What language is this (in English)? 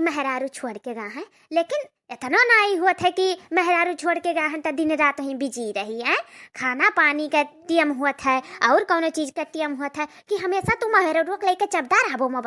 Awadhi